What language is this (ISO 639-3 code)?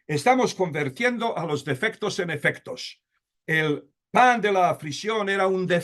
lad